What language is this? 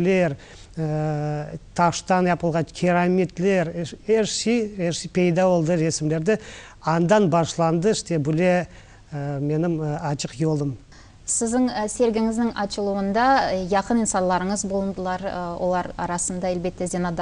Crimean Tatar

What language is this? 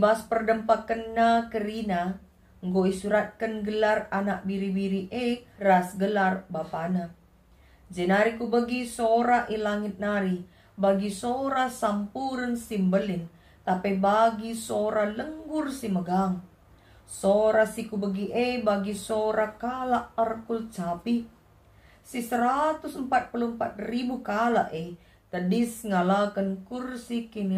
Batak Karo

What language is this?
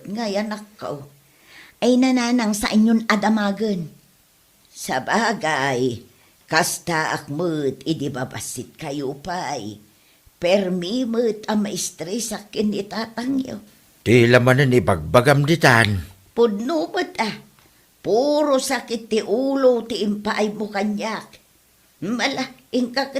Iloko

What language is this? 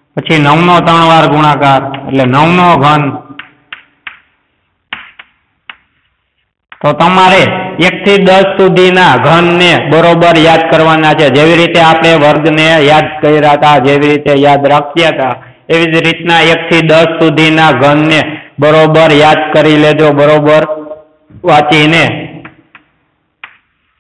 Gujarati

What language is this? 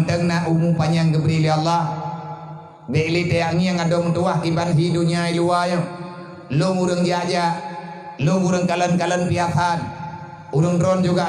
Achinese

